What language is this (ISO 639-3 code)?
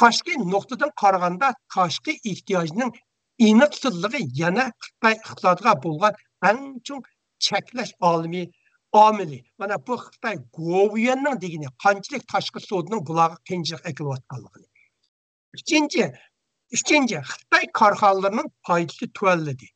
uig